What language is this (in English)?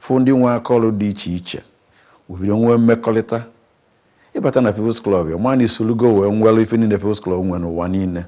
Igbo